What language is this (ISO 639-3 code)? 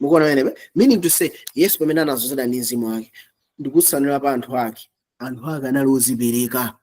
nya